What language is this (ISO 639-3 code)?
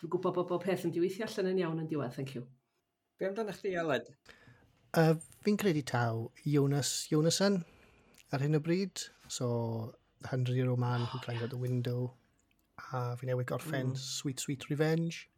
cym